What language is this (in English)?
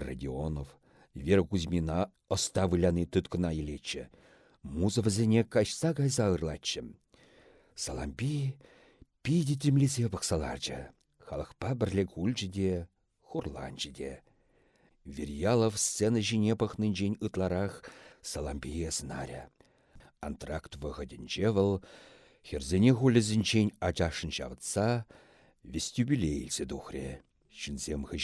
Chuvash